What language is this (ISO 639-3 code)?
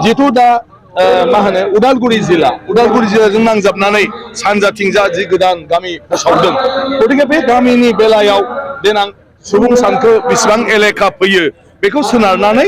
brx